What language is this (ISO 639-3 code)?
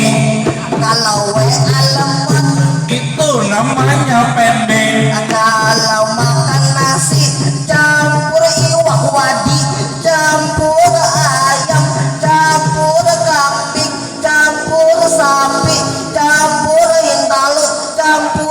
bjn